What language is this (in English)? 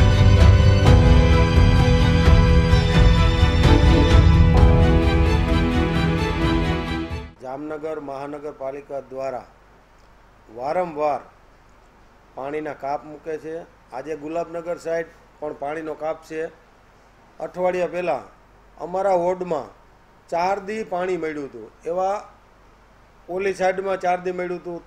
Gujarati